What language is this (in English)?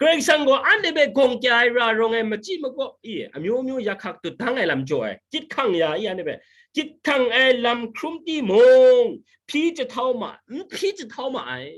Kachin